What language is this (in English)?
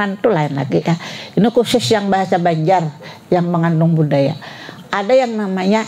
Banjar